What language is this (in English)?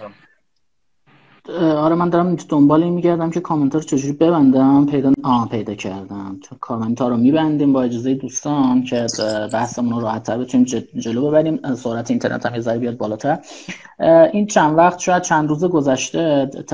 Persian